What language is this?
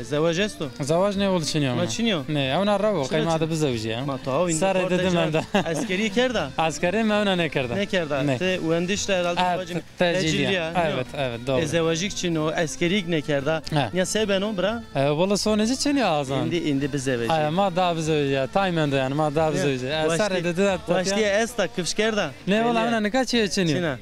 Zaza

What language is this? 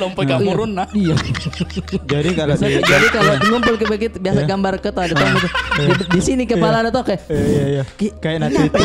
Makassar Malay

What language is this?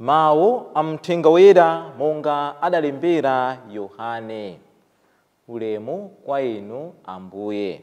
Nyanja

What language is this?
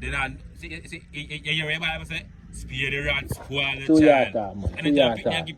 Jamaican Creole English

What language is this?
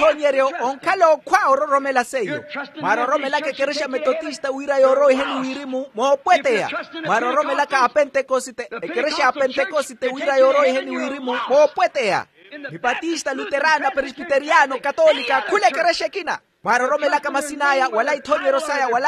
Makhuwa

